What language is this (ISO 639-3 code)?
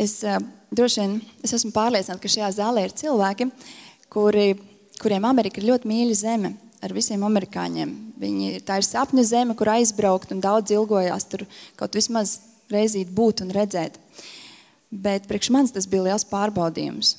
lav